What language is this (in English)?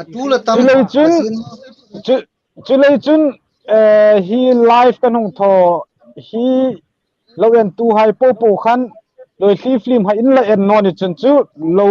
Hmar